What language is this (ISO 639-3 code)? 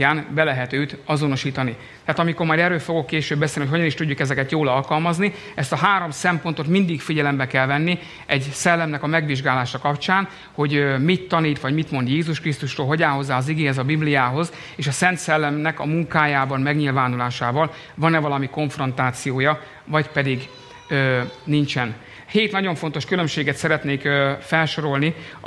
hun